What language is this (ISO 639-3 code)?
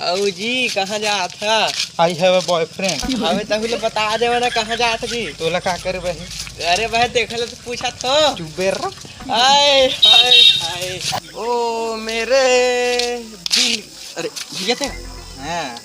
hne